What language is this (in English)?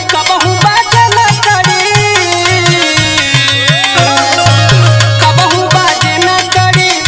Bhojpuri